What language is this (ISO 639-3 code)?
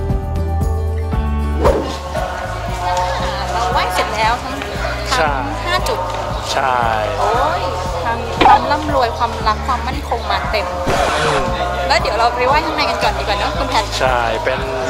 tha